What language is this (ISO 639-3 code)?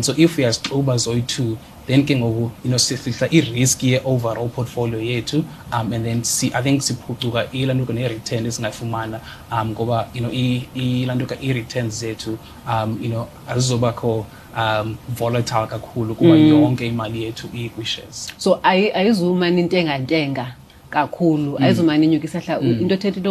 xho